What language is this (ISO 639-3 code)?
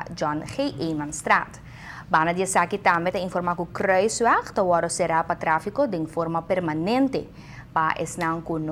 pap